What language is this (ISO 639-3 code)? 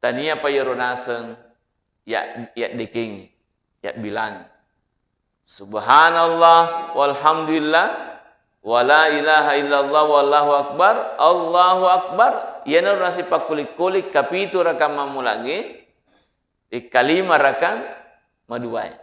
bug